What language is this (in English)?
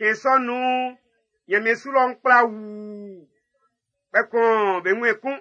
Baoulé